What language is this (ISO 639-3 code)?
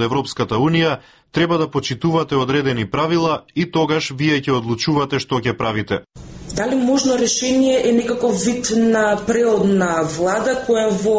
mkd